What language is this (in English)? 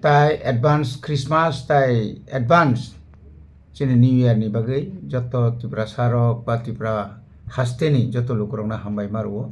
Kok Borok